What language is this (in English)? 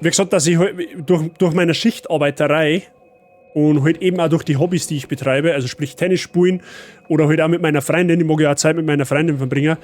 Bavarian